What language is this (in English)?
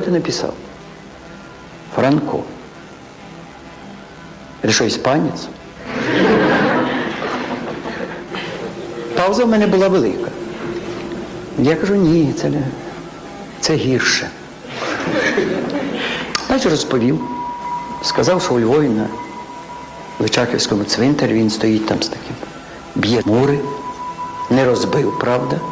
Ukrainian